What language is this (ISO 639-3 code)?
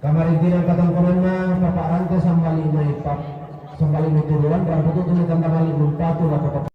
sda